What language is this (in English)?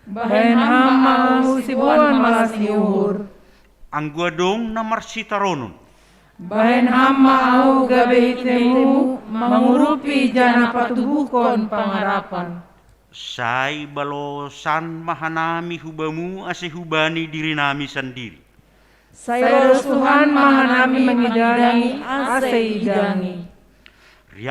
Batak Simalungun